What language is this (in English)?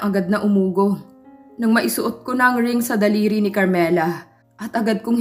Filipino